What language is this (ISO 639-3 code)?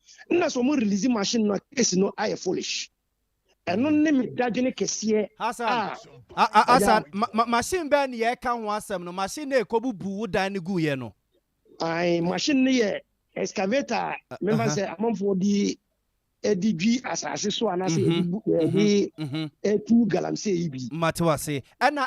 aka